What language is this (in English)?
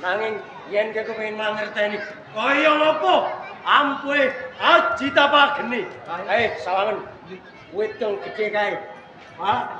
Javanese